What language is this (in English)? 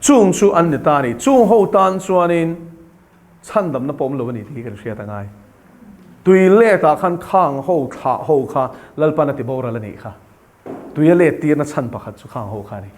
Mizo